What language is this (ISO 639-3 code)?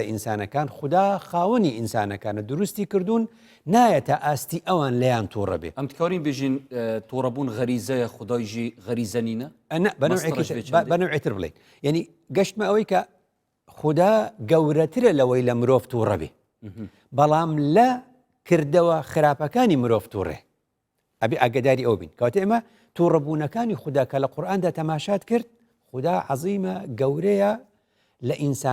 ckb